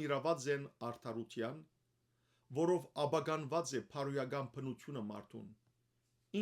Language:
Western Armenian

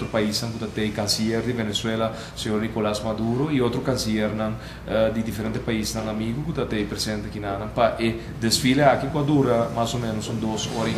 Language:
Papiamento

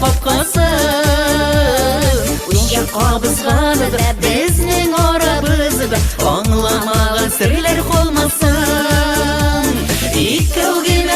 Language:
Bashkir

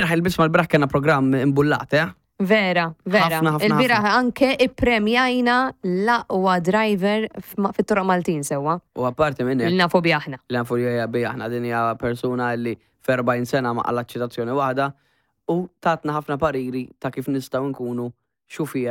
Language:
Maltese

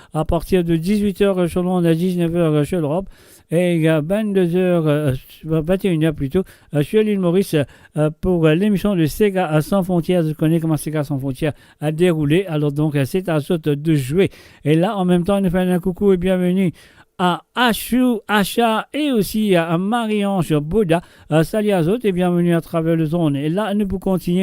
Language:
Morisyen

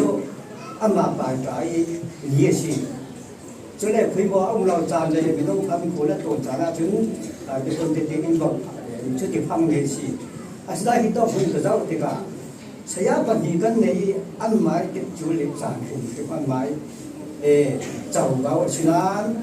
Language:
Falam Chin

